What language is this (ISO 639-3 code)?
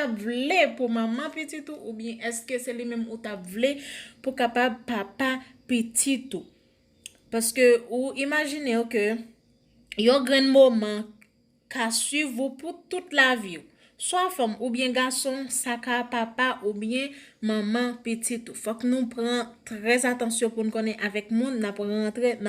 hat